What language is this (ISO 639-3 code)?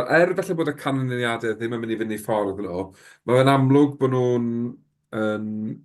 cym